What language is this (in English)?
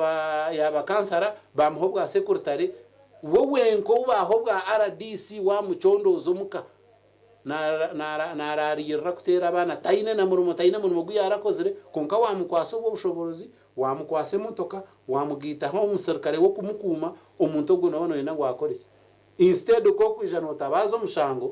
Nyankole